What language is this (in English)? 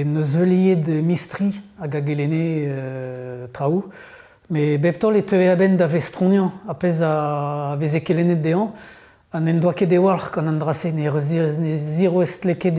Breton